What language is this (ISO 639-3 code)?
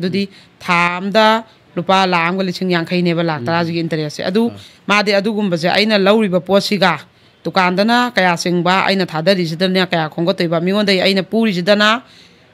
mni